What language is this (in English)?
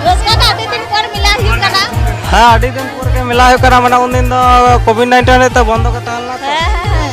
Santali